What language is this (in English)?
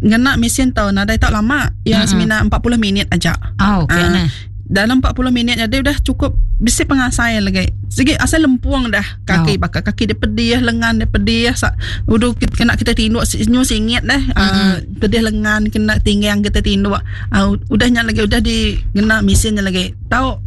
Iban